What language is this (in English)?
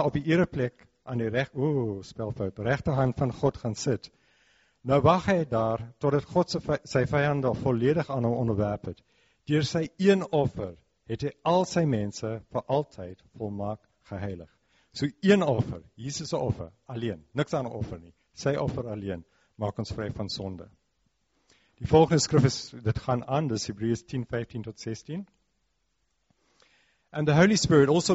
Afrikaans